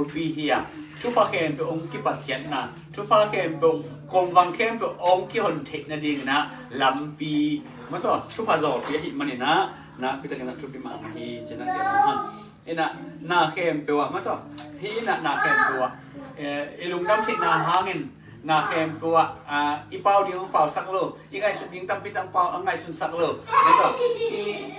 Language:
Tedim Chin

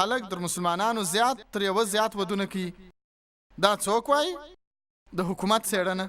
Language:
Pashto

